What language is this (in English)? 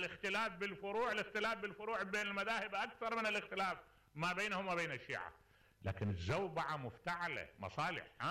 Mesopotamian Arabic